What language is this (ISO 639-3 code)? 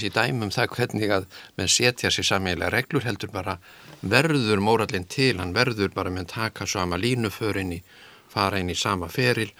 isl